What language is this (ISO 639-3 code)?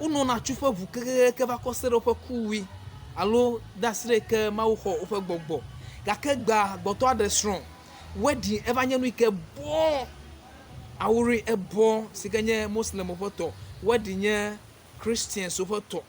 ewe